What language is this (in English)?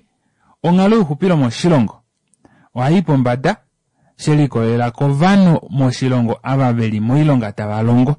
Kuanyama